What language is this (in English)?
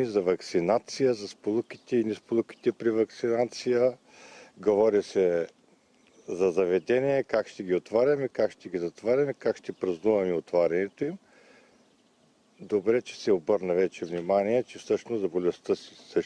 Bulgarian